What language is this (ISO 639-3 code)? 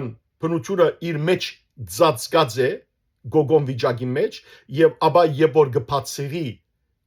hyw